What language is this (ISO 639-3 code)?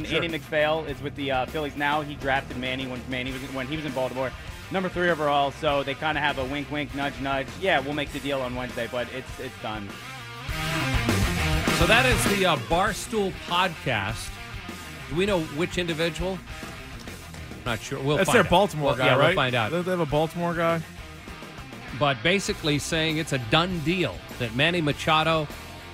eng